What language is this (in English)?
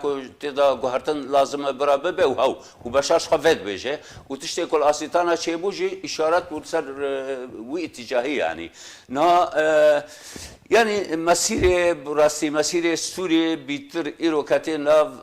Kurdish